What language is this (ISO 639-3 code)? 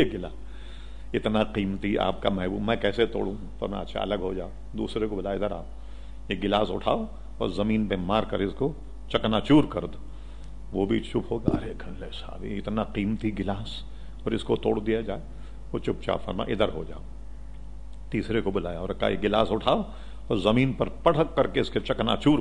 urd